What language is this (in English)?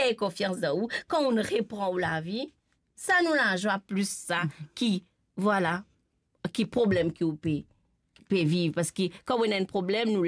Morisyen